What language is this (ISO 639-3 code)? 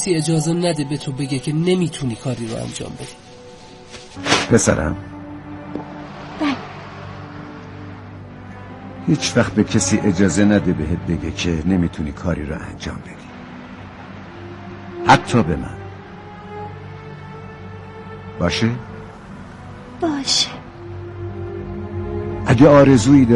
fas